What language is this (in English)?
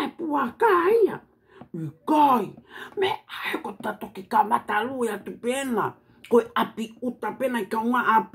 Tongan